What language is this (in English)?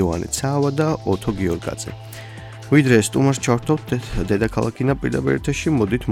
Georgian